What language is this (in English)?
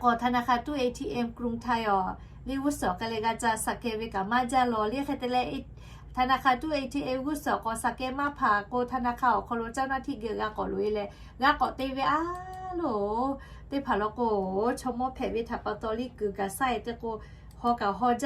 Lahu